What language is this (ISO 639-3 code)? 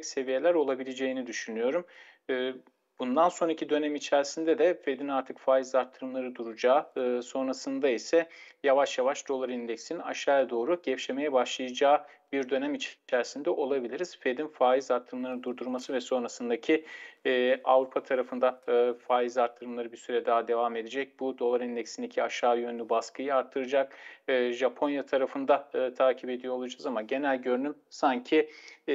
tur